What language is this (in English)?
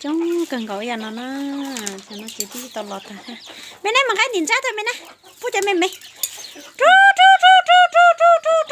Hmong